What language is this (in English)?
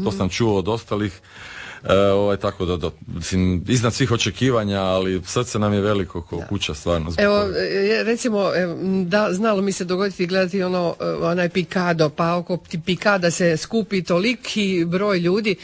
Croatian